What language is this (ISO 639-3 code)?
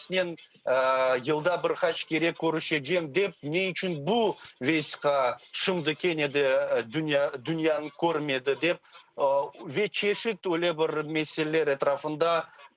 crh